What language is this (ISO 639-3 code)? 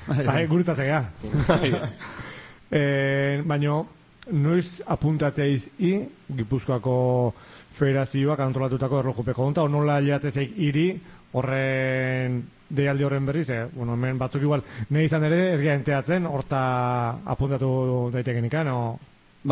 eus